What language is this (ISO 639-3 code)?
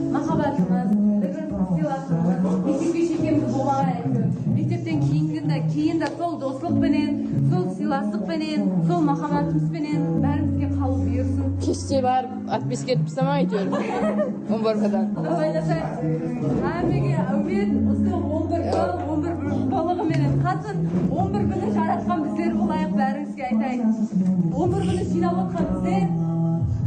kaa